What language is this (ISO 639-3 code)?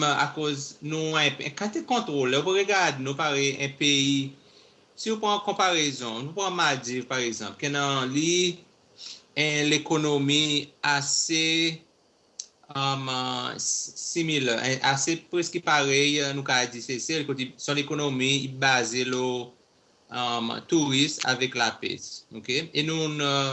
crs